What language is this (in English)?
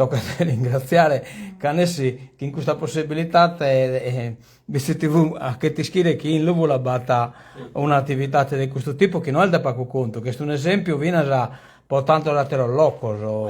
Sardinian